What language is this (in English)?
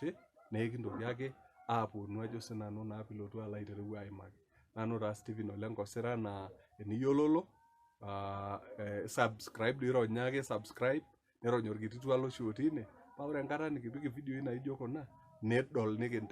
Masai